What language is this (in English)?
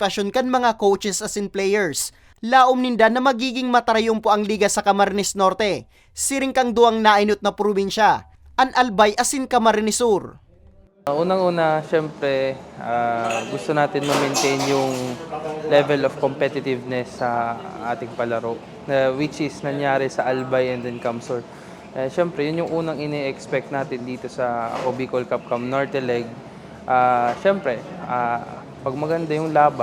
Bikol